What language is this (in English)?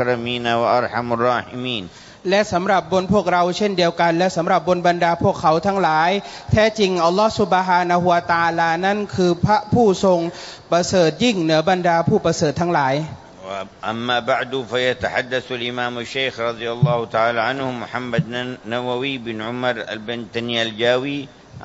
Thai